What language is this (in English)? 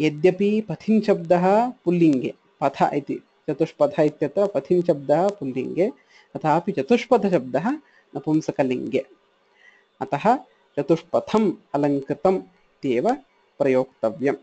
Sanskrit